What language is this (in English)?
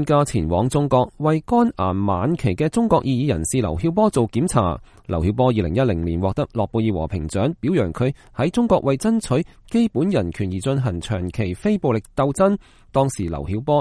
Cantonese